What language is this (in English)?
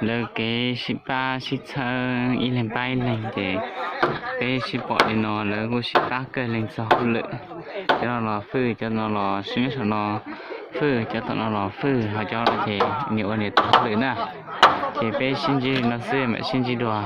Hmong